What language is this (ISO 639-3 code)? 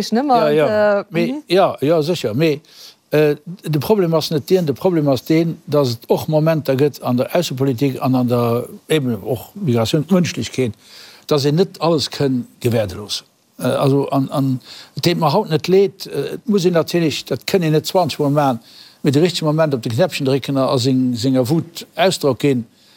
ltz